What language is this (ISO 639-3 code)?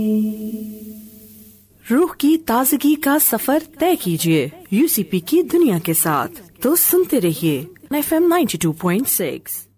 urd